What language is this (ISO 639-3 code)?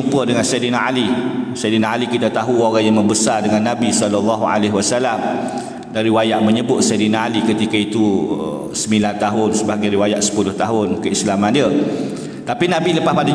msa